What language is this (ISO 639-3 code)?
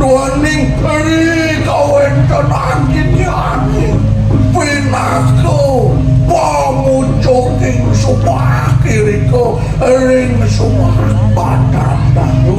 ban